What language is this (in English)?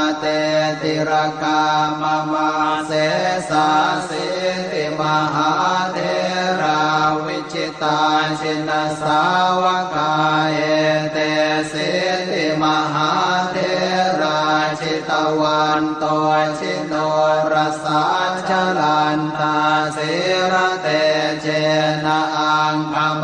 Pali